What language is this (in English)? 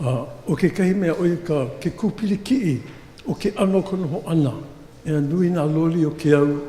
Hawaiian